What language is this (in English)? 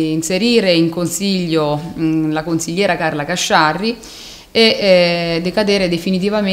Italian